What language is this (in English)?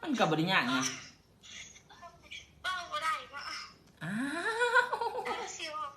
Lao